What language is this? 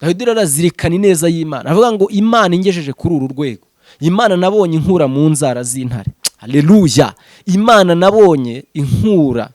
Kinyarwanda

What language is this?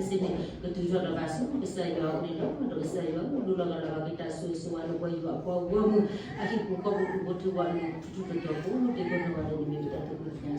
S'gaw Karen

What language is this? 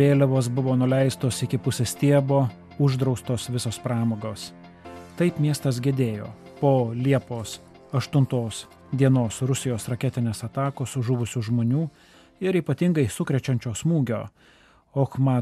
Lithuanian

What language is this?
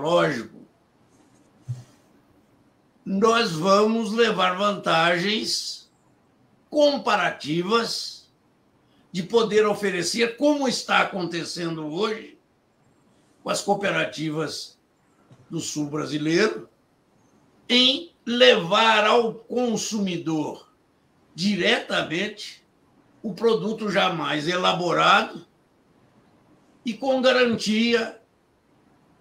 Portuguese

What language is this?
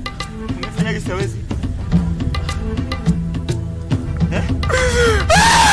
Swahili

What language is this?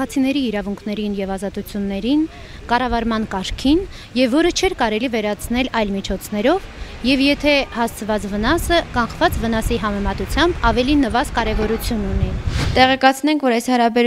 Armenian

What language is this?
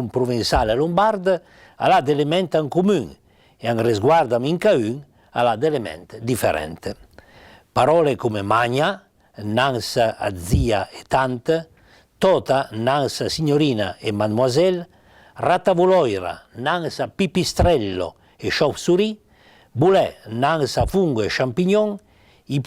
Piedmontese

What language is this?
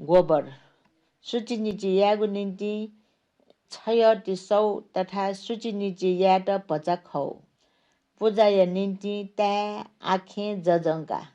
Newari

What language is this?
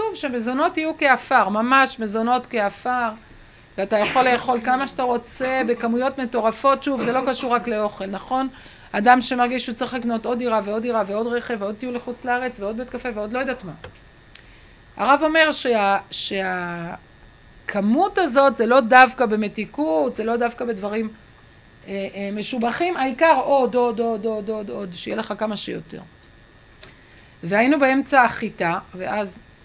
Hebrew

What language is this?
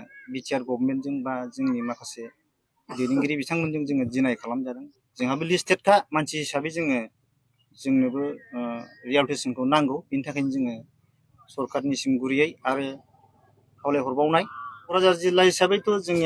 Bodo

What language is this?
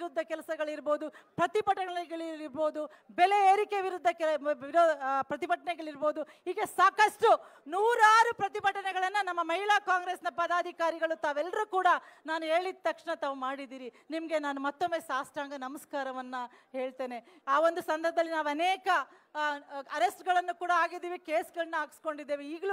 Kannada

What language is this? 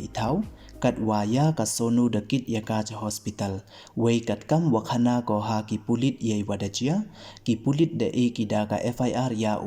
Pnar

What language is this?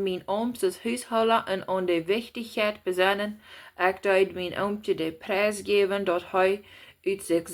Plautdietsch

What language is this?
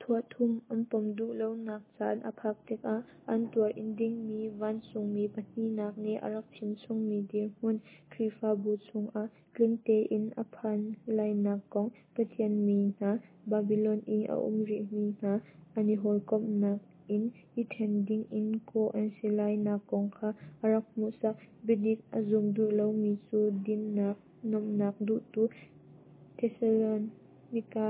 Hakha Chin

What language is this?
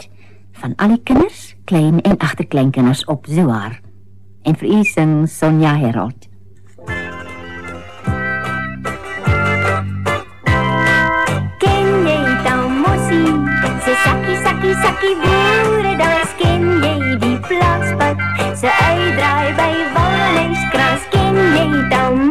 Afrikaans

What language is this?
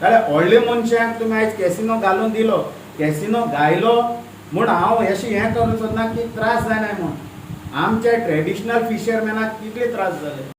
Konkani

